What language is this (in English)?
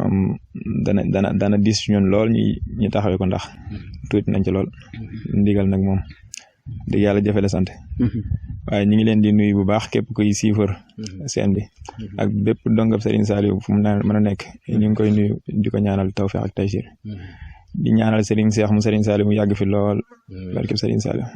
Wolof